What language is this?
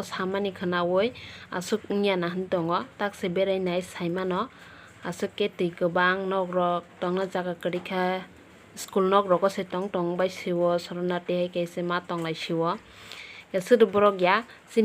Kok Borok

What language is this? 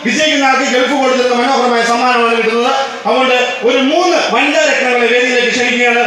Malayalam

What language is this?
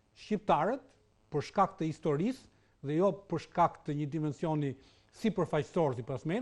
Albanian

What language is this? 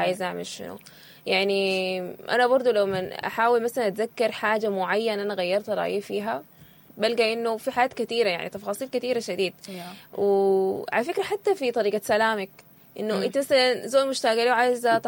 Sudanese Arabic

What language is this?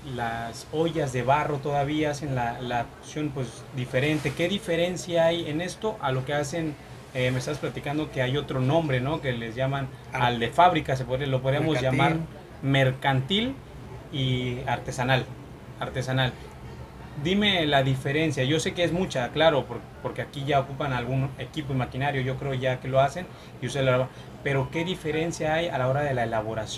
Spanish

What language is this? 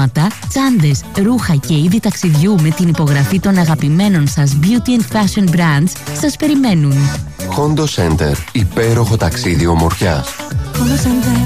Greek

